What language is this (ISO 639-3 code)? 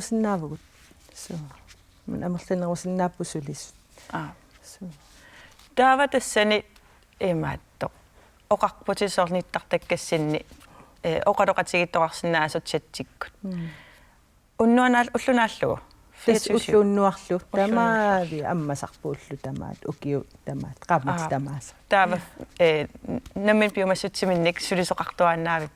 kal